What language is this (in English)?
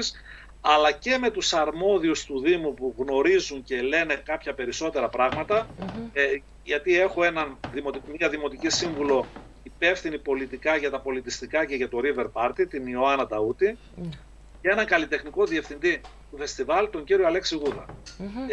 Greek